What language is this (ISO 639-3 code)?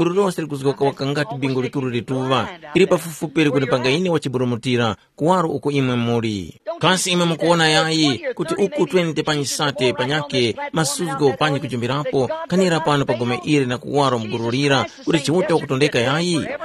tum